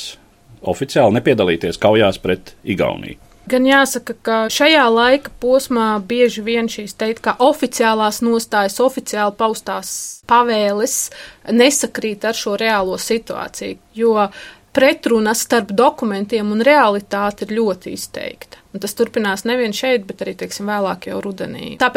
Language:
Latvian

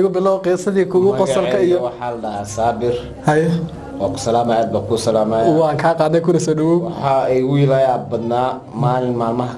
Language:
Somali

